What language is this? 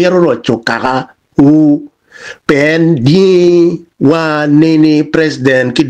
Acoli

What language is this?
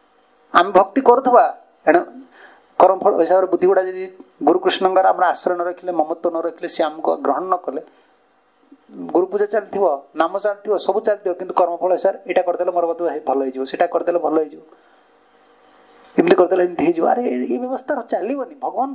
Odia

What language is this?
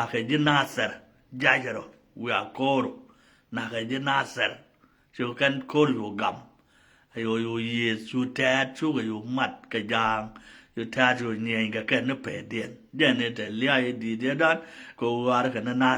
Nuer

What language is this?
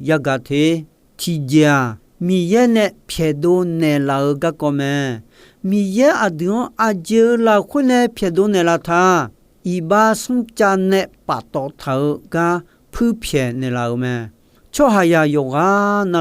Akha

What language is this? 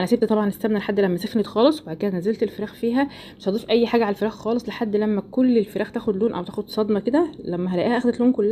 Egyptian Arabic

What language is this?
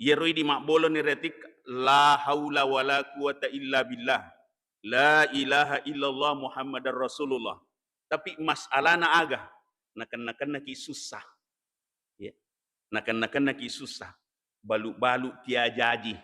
Buginese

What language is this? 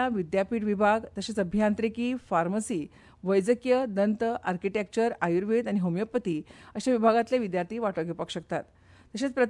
Konkani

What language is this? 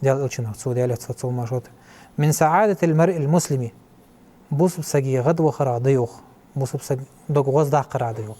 Ingush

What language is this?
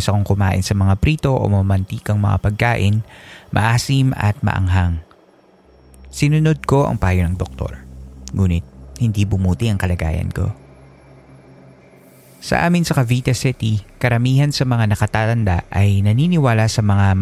Filipino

